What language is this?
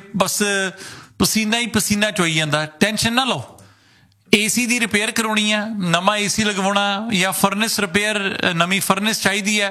Punjabi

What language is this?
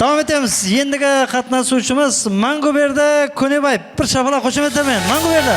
Kara-Kalpak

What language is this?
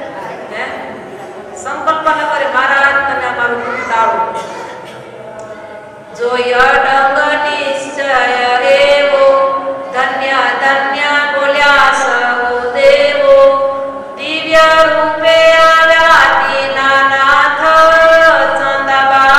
Gujarati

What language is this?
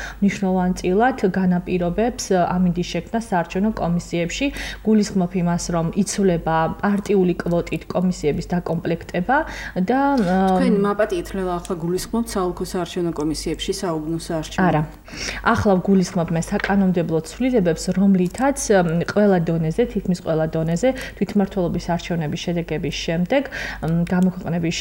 Georgian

